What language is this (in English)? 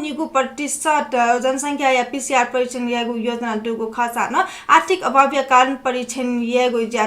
Newari